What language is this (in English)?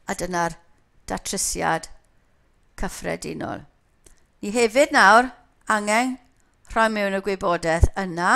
Welsh